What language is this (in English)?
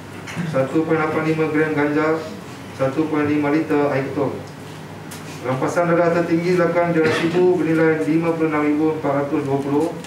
Malay